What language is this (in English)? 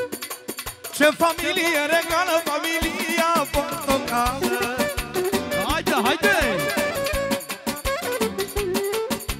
Romanian